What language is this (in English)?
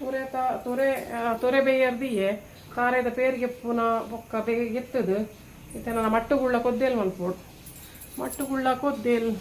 Tulu